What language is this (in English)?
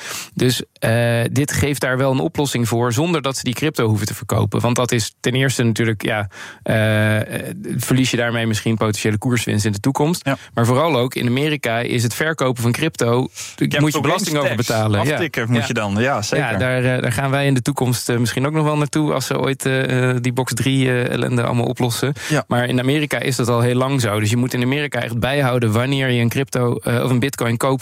Dutch